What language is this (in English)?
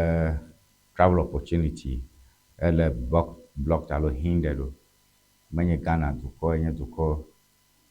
Ewe